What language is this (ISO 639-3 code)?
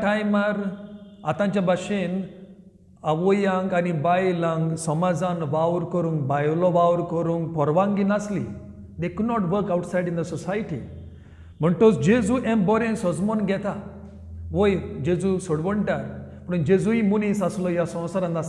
kok